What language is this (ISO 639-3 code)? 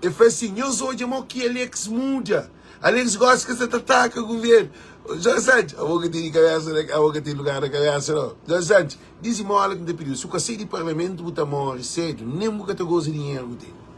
kea